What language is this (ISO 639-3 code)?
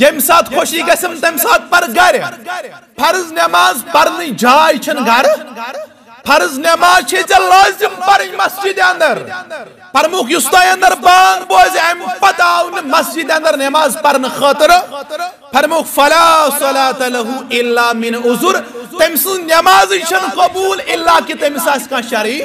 kas